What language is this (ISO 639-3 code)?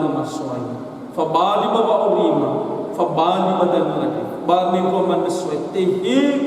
nia